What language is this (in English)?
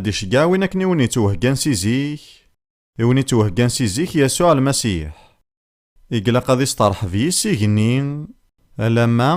Kabyle